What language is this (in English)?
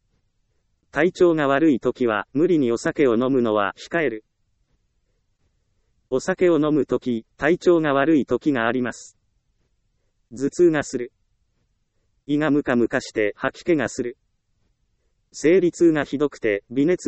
Japanese